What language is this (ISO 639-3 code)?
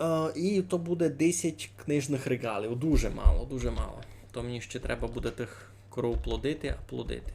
rue